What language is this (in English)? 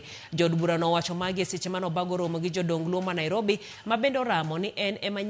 Luo (Kenya and Tanzania)